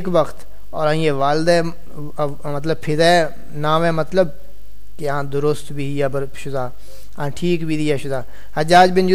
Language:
Saraiki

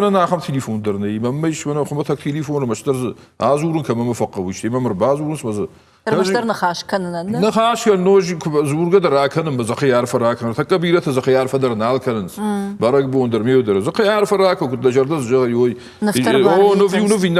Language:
Ossetic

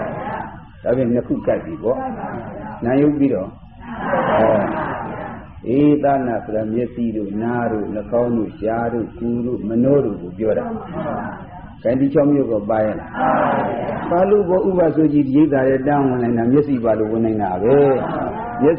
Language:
Burmese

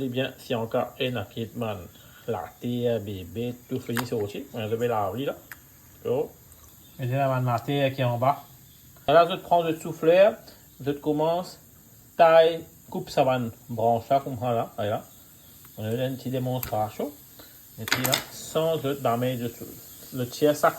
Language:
Morisyen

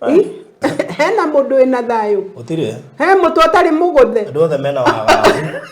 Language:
Kikuyu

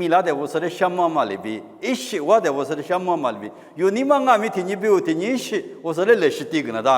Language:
Lisu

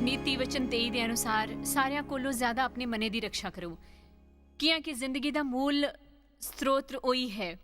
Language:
Dogri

